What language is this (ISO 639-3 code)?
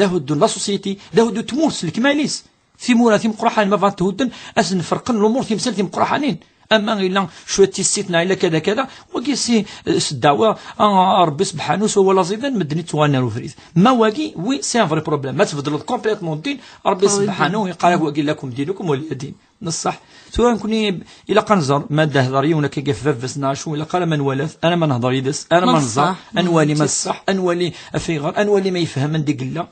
kab